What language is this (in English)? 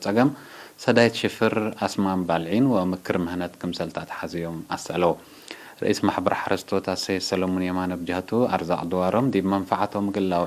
Tigre